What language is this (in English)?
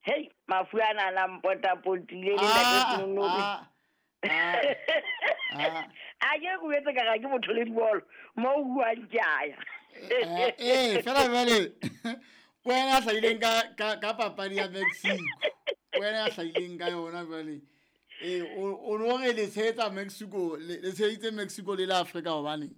Southern Sotho